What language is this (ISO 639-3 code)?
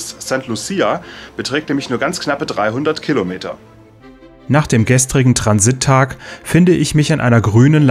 deu